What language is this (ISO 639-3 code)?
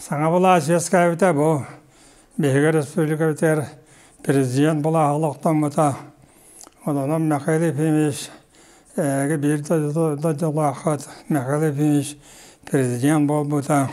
sah